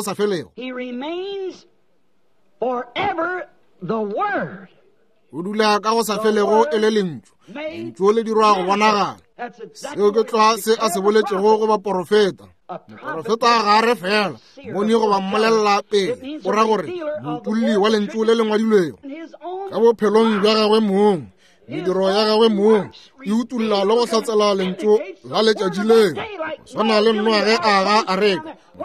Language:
Northern Sotho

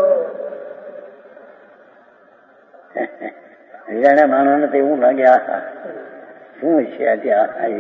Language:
Gujarati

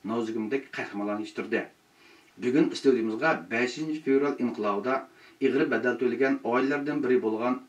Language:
Uyghur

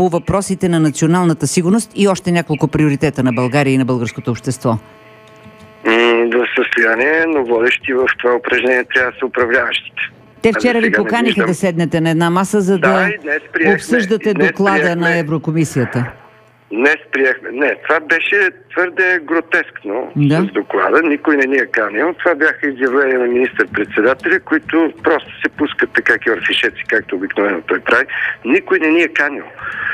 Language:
Bulgarian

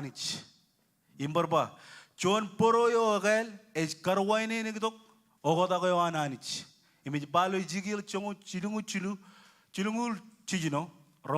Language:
Marshallese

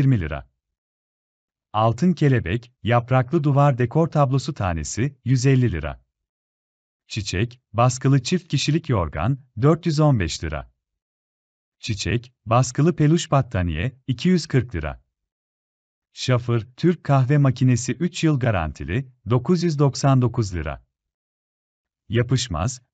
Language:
Turkish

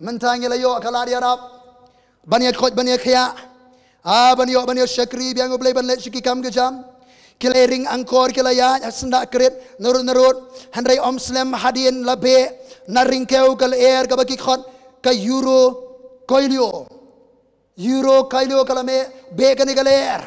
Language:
Khasi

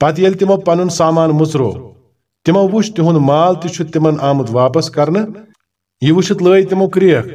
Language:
Kashmiri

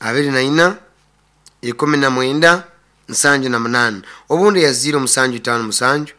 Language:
Nyoro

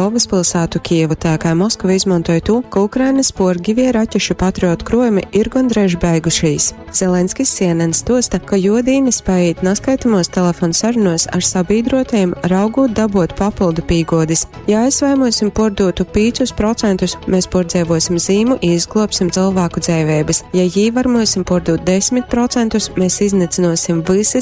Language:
Latgalian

